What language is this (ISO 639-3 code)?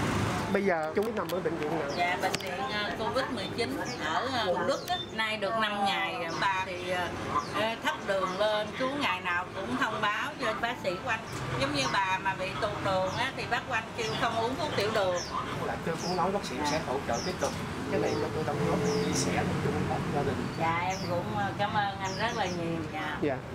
vie